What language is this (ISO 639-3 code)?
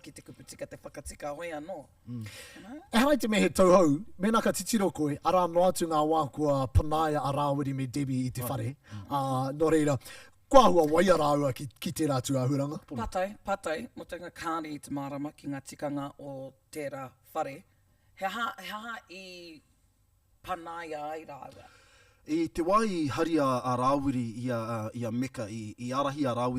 mri